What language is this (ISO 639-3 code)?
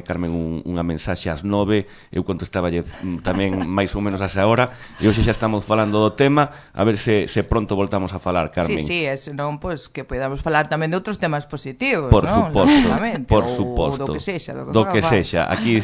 glg